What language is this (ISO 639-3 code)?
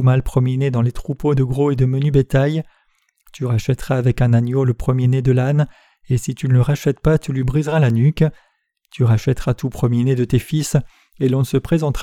fra